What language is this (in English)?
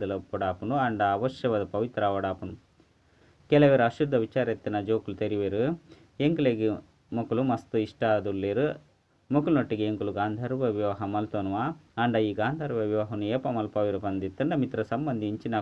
Tulu